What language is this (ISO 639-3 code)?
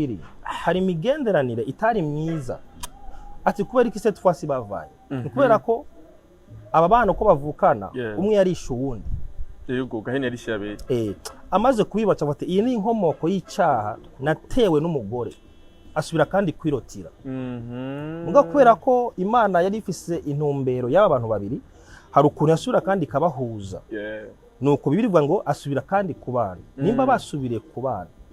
run